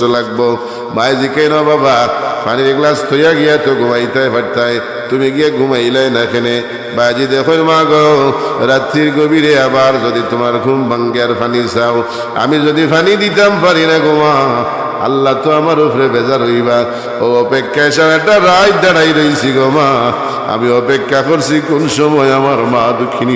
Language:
Sylheti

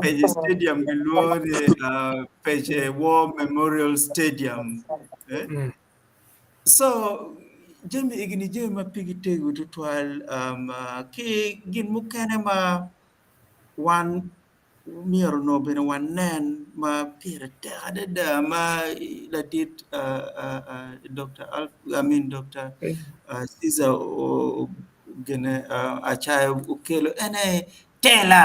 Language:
Acoli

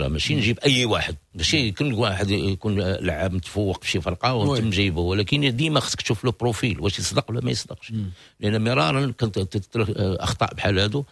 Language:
Moroccan Arabic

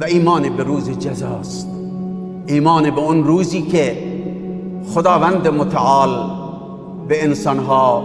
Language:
Persian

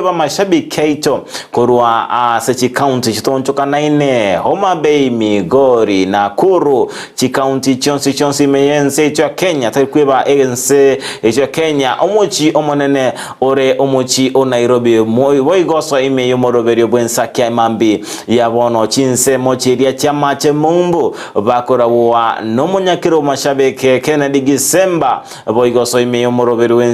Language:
Gusii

